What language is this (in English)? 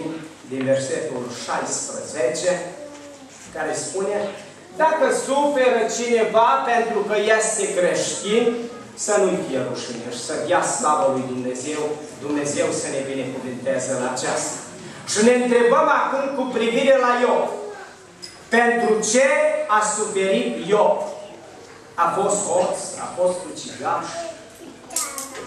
Romanian